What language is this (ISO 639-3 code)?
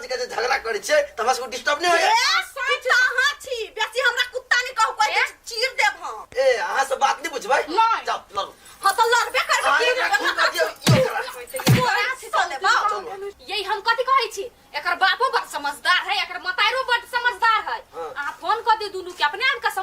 mai